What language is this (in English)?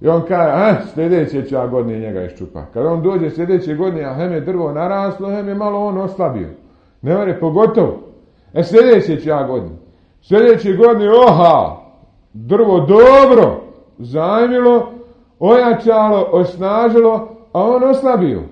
Bosnian